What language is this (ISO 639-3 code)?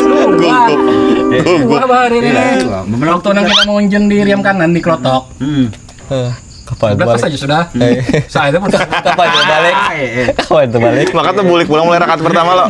bjn